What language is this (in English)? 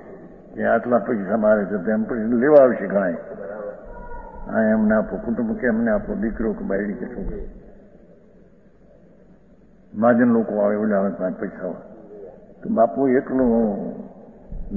Gujarati